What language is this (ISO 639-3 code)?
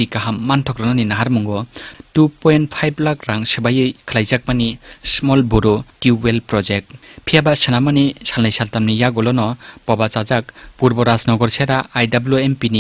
trp